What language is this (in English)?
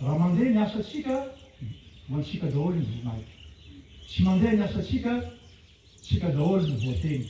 Malagasy